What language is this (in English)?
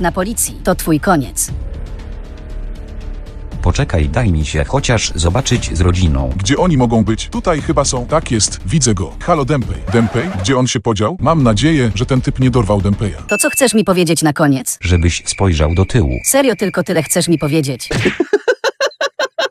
Polish